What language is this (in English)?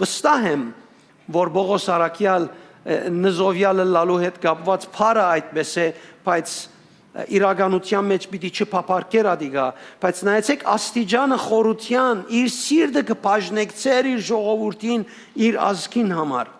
Western Armenian